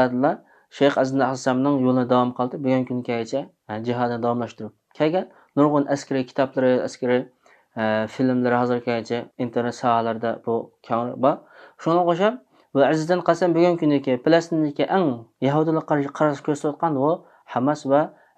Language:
Uyghur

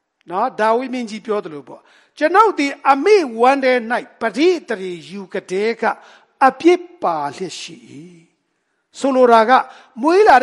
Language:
Burmese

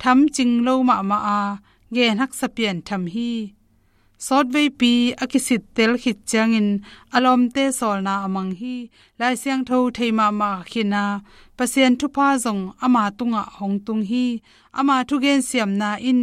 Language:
Tedim Chin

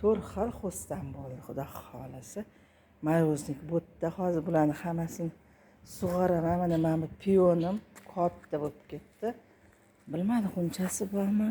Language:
Uzbek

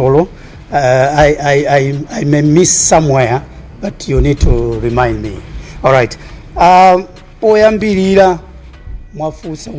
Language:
Nyanja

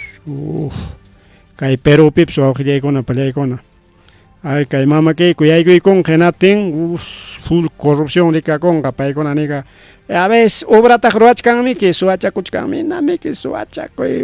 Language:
Ayacucho Quechua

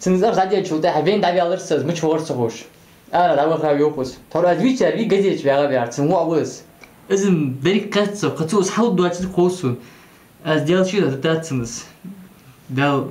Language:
Ingush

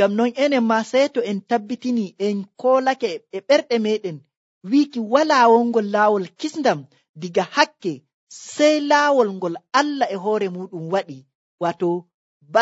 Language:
Nigerian Fulfulde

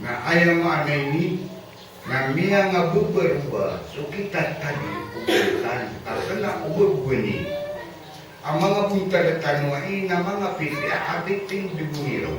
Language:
Maranao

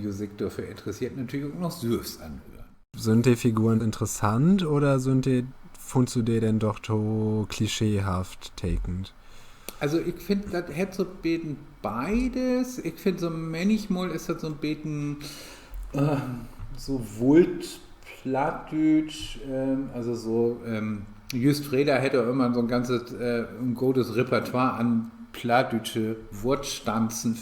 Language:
Low German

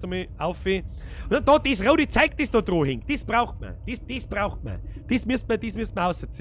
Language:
Bavarian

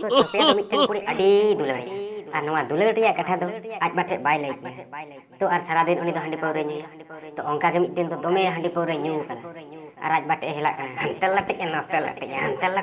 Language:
Santali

